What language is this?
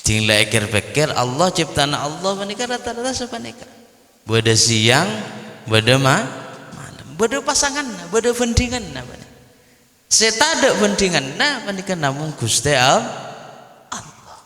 Madurese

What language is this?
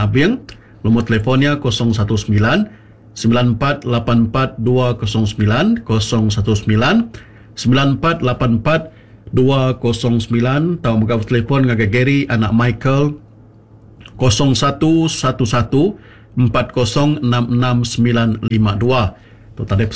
Iban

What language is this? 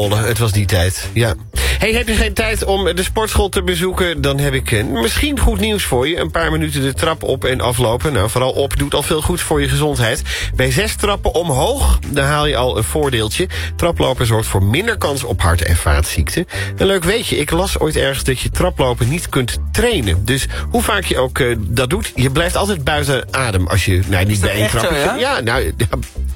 Dutch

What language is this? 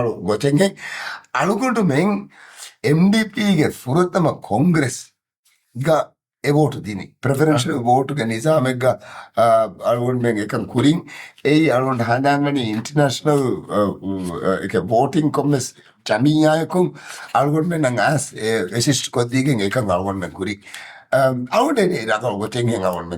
Divehi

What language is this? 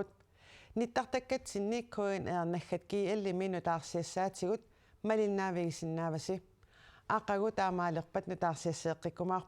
Kalaallisut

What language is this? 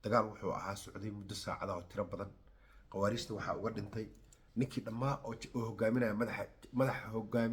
Somali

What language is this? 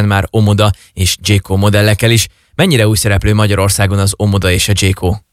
Hungarian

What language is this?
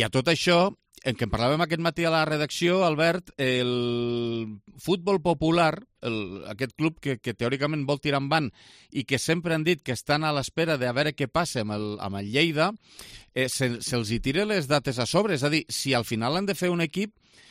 Catalan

